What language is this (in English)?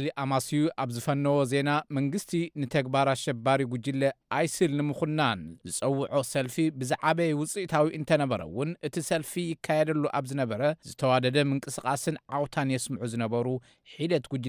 Tigrinya